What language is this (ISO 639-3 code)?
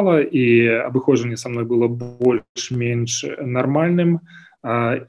bel